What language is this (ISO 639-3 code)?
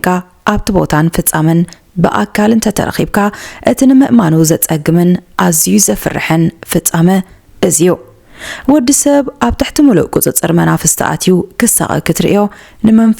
tir